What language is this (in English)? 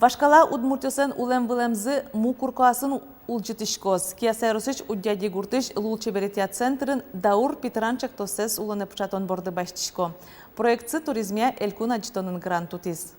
Udmurt